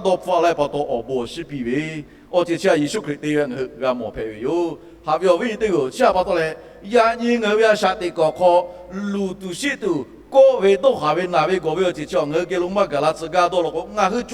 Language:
Lahu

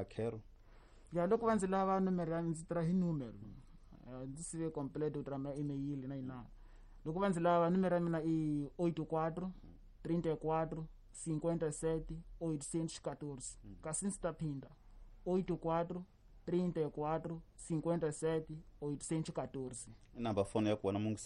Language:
Tsonga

